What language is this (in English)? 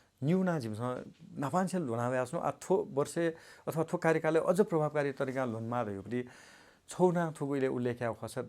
Newari